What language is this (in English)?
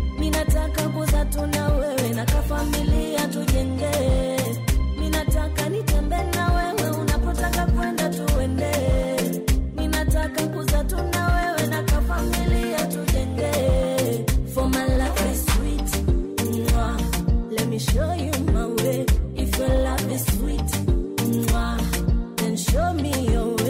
Swahili